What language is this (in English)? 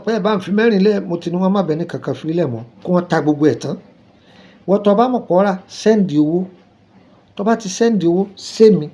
Yoruba